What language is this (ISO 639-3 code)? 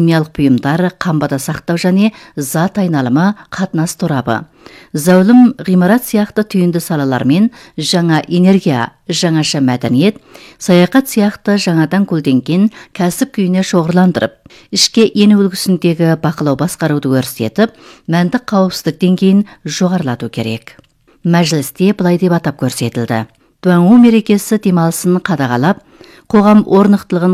kaz